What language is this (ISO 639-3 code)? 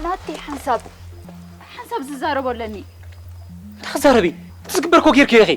tir